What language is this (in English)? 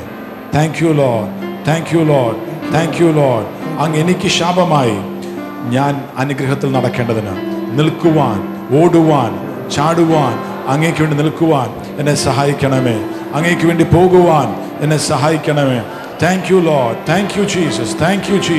Malayalam